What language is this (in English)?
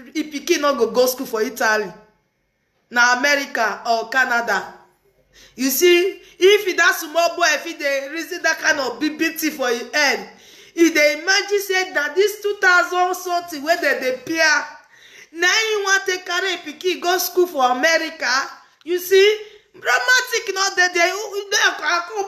Nigerian Pidgin